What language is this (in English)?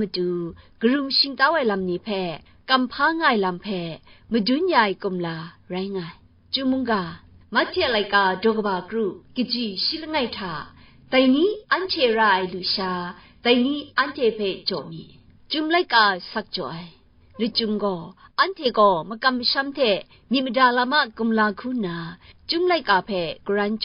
Kachin